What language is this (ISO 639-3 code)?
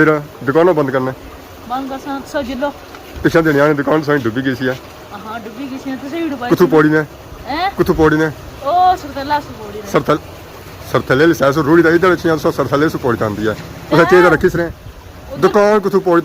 phr